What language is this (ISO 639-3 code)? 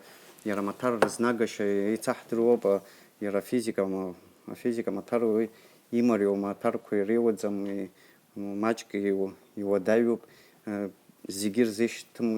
abk